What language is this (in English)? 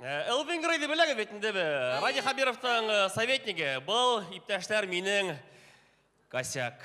Bashkir